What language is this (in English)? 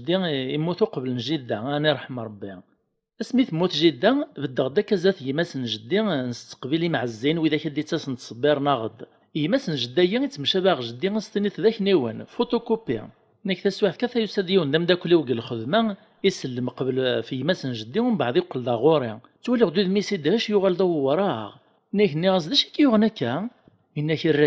Kabyle